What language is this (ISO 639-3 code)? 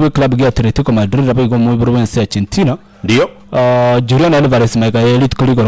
guz